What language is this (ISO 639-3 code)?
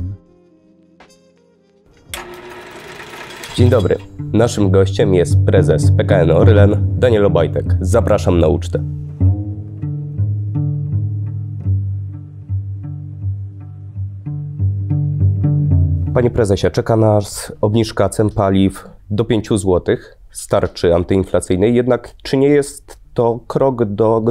pol